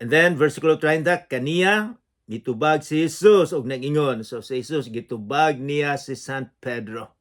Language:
Cebuano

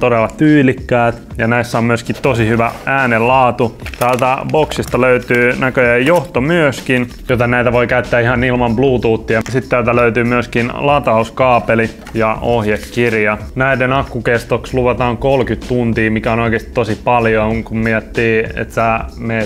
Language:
Finnish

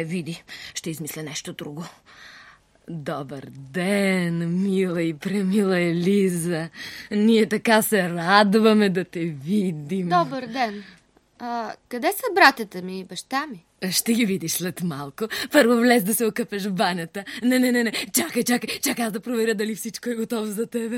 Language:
Bulgarian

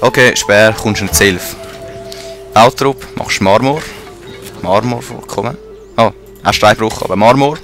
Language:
Swiss German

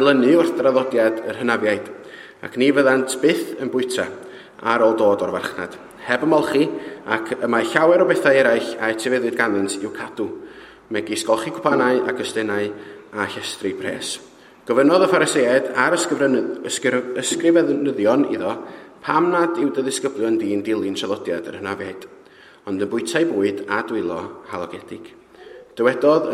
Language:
Welsh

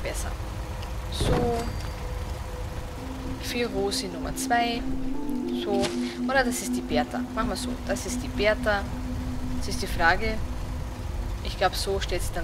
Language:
German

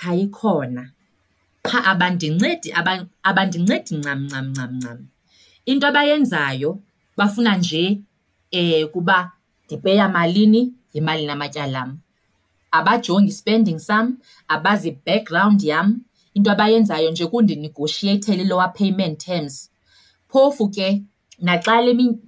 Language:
Xhosa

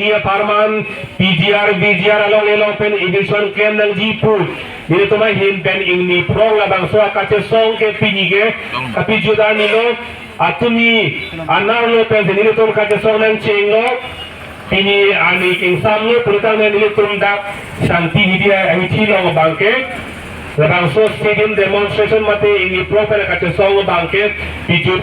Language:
Karbi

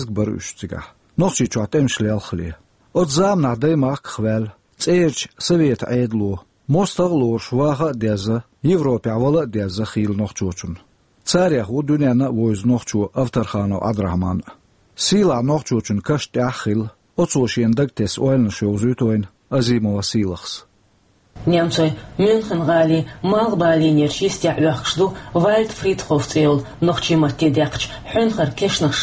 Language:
Chechen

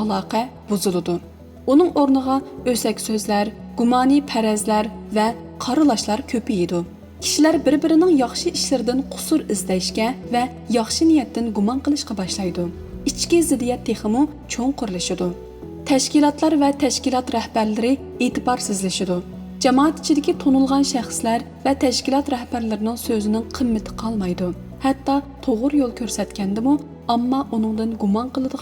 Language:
Uyghur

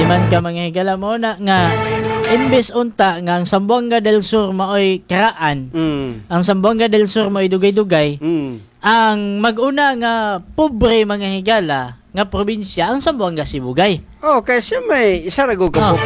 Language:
Cebuano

